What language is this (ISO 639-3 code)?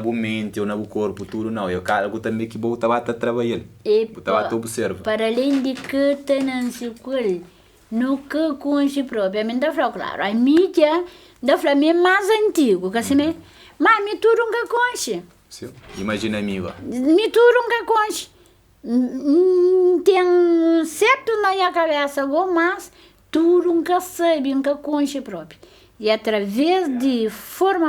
kea